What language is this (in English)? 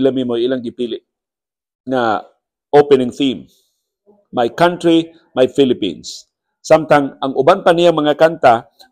Cebuano